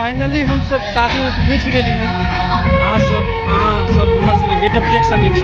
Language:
Maithili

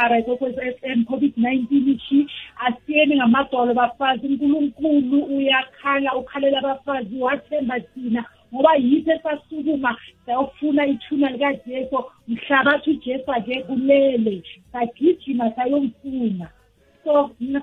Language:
South Ndebele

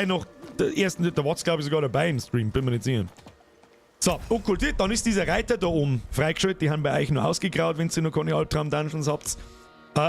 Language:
Bavarian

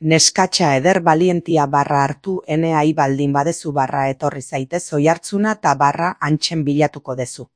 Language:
Basque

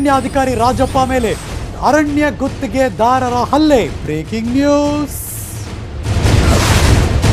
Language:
Kannada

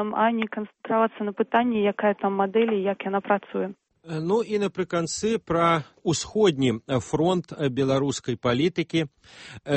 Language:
Belarusian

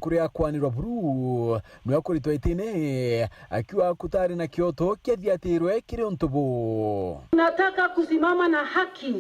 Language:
Meru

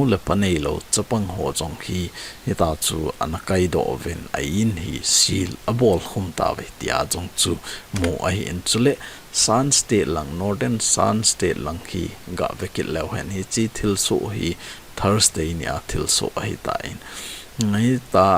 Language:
Thado Chin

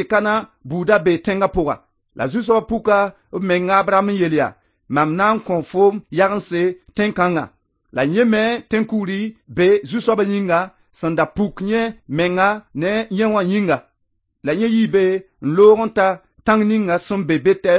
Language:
Mossi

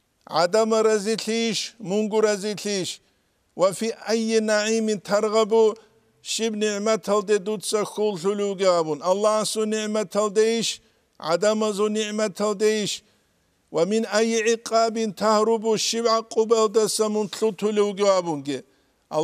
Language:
Avaric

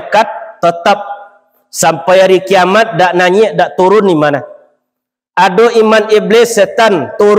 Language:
Minangkabau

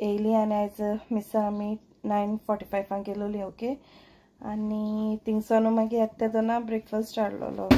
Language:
Konkani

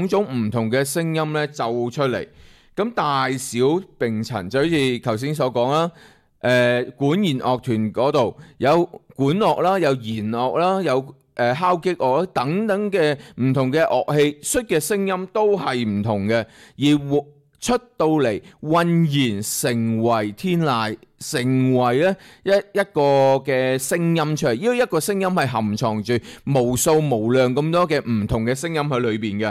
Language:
Cantonese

